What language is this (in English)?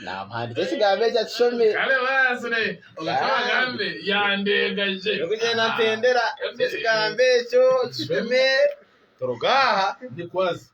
Nyankole